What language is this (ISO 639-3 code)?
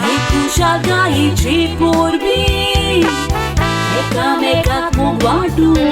kok